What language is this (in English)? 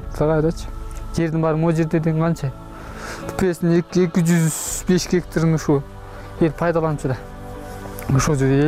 Kyrgyz